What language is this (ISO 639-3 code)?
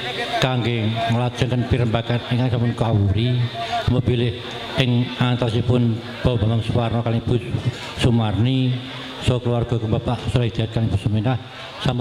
jav